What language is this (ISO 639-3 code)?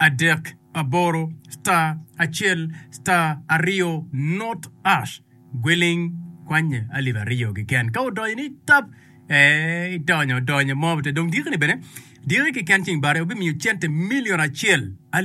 ach